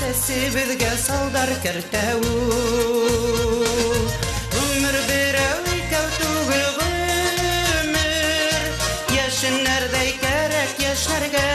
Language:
Bashkir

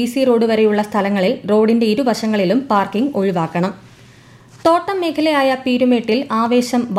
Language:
Malayalam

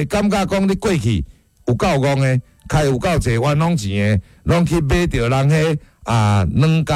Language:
Min Nan Chinese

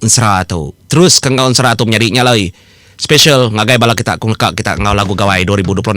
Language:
Iban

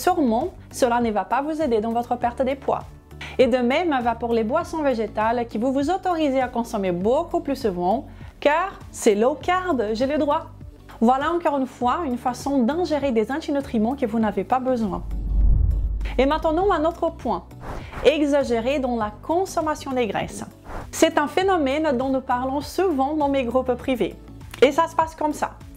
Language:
French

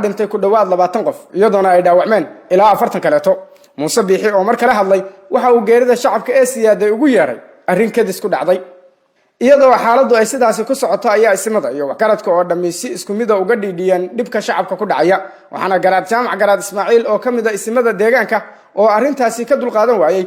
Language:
Somali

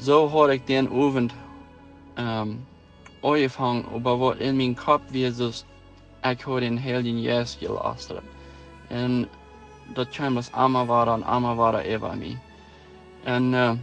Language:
Plautdietsch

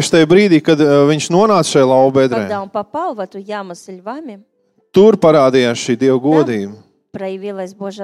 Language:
Latvian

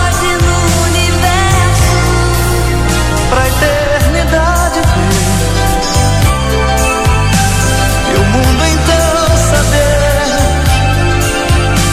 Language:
Portuguese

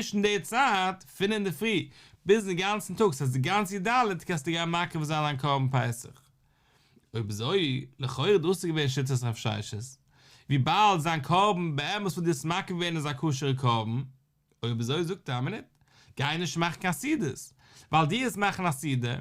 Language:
Yiddish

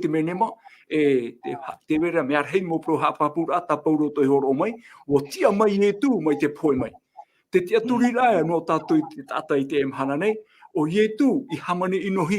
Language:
Tahitian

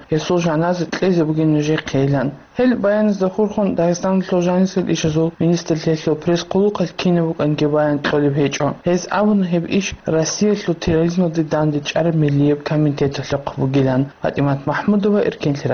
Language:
Avaric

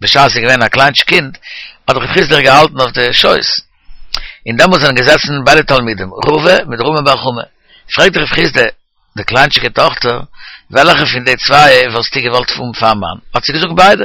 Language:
Yiddish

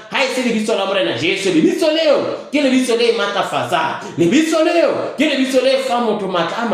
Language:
Southern Sotho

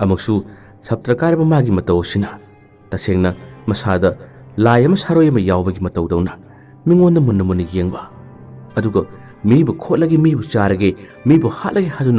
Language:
Manipuri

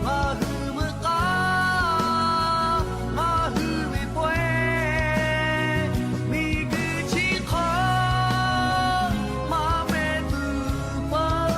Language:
Lahu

